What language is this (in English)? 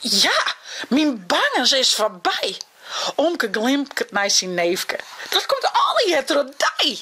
Western Frisian